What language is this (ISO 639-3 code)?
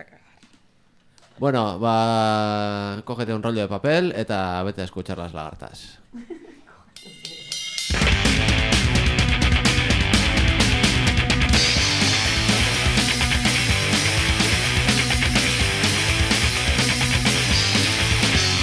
eus